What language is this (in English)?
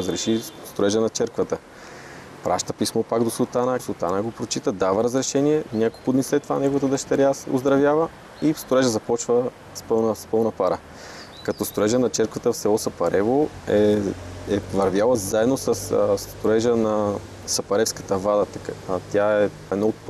Bulgarian